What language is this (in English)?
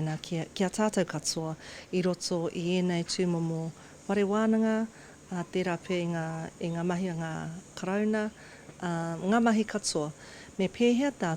Māori